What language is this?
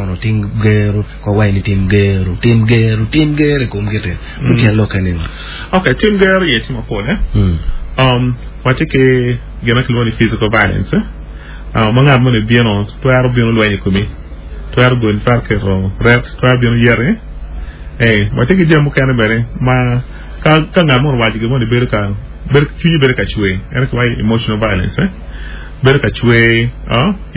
Acoli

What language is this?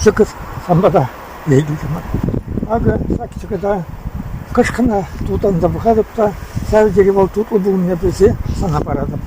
Chuvash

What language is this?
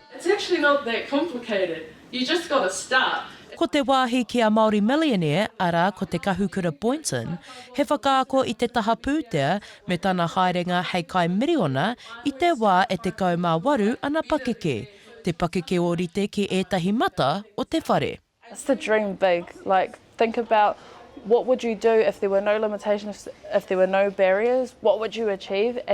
Māori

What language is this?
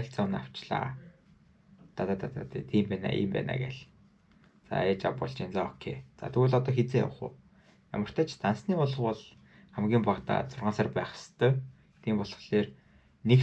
Mongolian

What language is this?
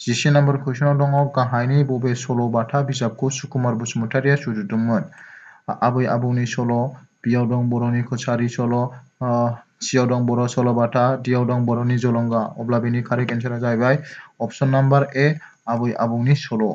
Bodo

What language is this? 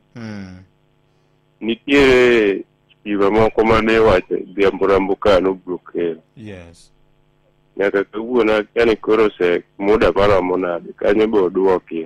Luo (Kenya and Tanzania)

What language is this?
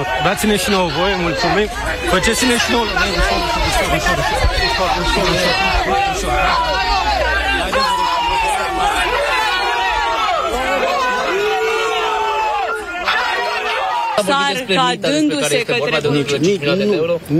Romanian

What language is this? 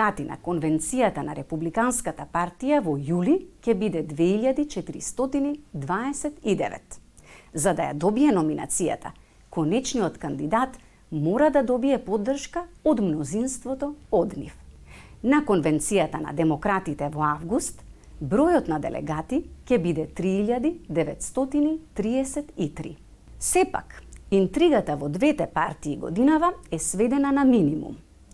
Macedonian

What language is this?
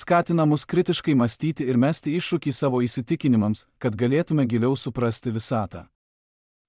Lithuanian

